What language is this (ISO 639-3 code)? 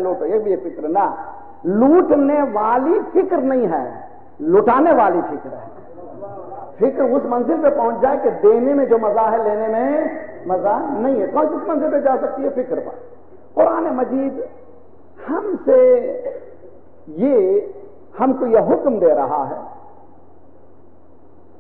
urd